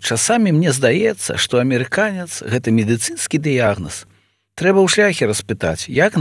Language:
Belarusian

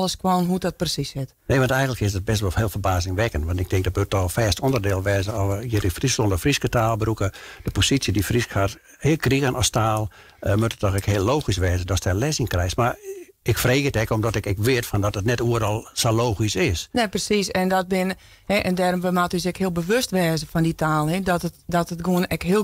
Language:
Western Frisian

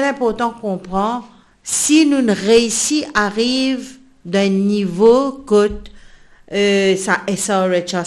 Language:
Morisyen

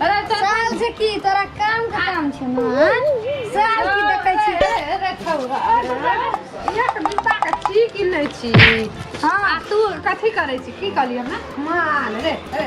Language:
Maithili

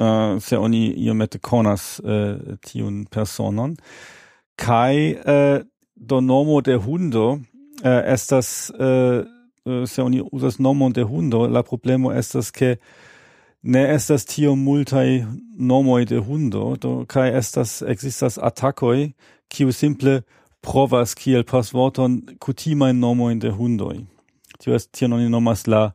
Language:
Esperanto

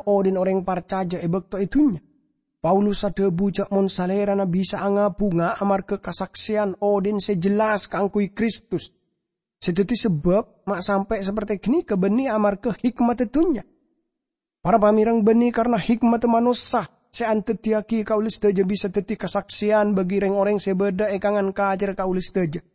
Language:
Madurese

